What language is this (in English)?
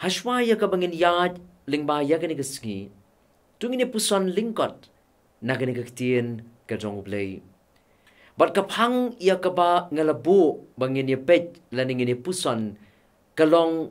Khasi